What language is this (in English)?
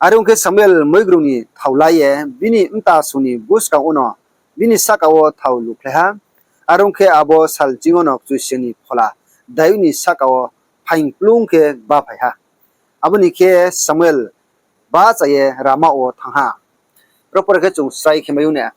Riang (India)